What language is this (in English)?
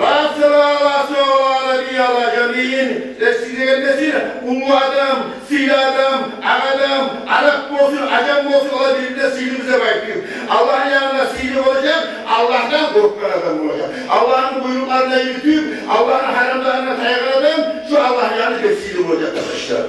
Kumyk